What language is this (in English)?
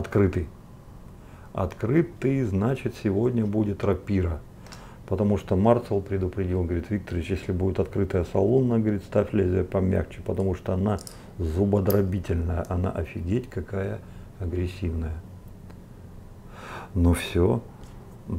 Russian